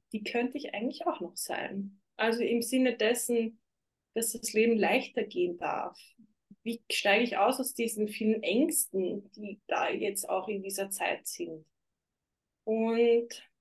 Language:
German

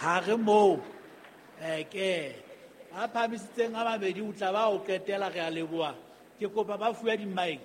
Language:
Southern Sotho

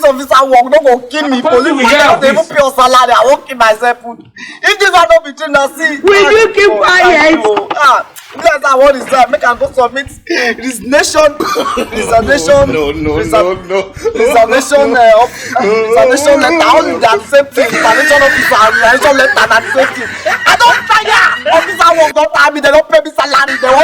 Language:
Nigerian Pidgin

